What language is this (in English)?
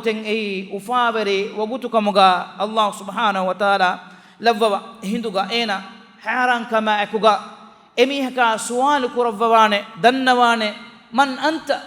Divehi